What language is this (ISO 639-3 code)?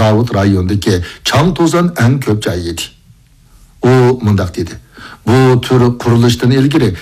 uig